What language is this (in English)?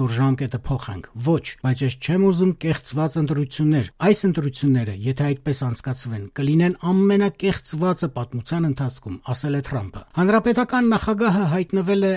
Armenian